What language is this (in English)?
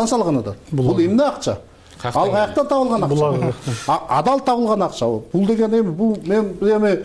Kyrgyz